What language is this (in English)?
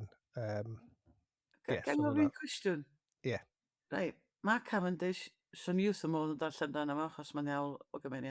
Welsh